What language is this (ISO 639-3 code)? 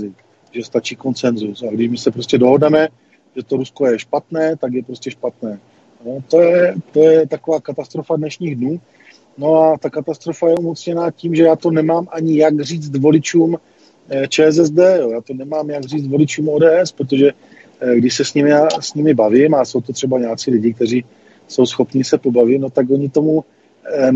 ces